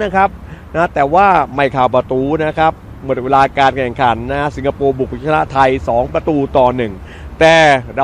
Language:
Thai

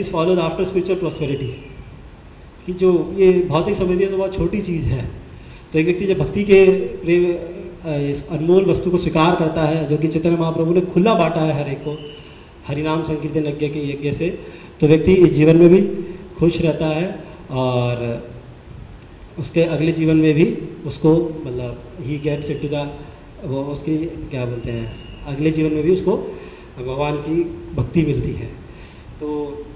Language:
Hindi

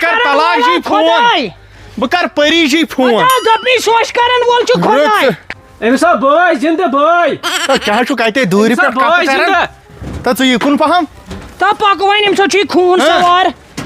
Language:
Kashmiri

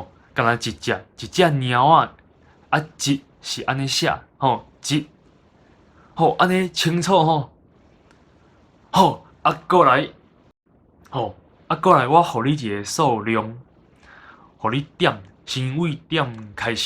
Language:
Min Nan Chinese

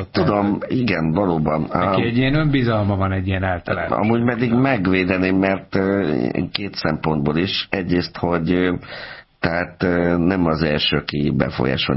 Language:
Hungarian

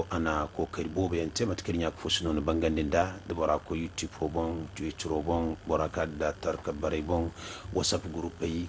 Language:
Zarma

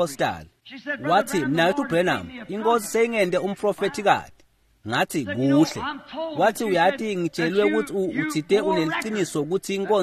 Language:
Swati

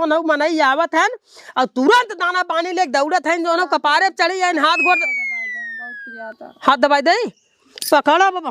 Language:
Awadhi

